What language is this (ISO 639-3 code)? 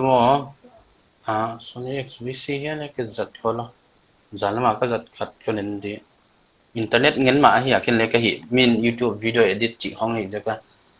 pck